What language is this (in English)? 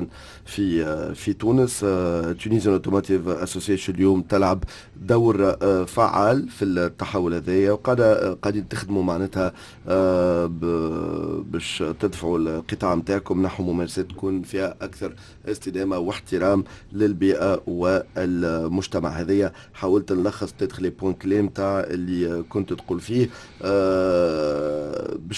Tunisian Arabic